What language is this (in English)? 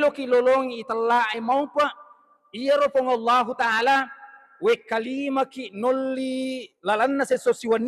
Buginese